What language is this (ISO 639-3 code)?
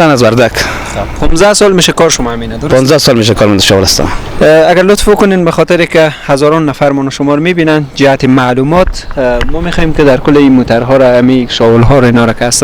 fas